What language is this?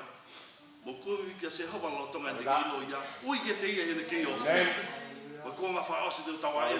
Tongan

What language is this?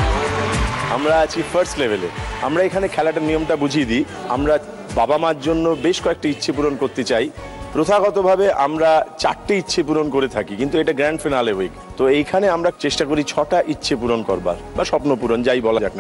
Bangla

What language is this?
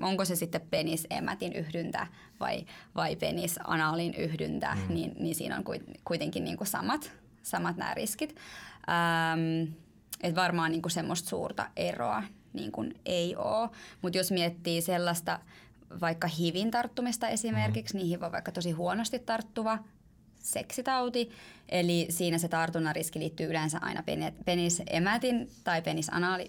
Finnish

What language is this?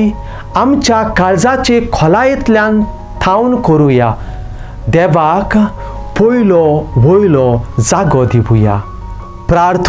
Konkani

